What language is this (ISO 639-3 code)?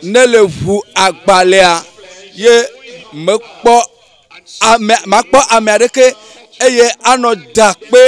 ewe